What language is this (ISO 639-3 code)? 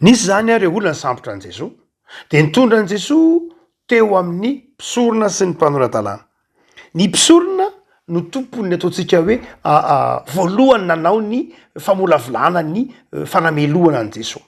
mlg